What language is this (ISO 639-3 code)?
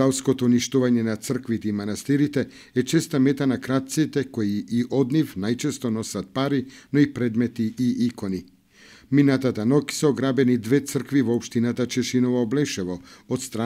mkd